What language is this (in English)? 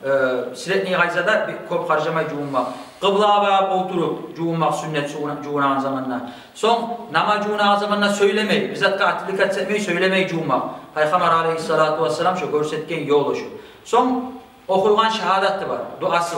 Kumyk